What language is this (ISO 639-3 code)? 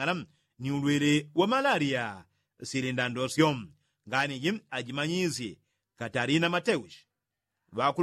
yao